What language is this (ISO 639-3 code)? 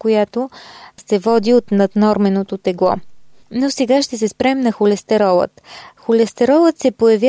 bul